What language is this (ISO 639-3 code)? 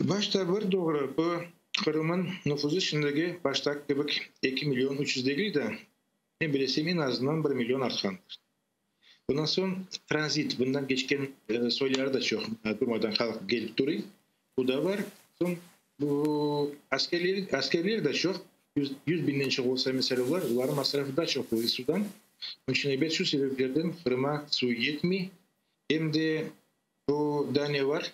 crh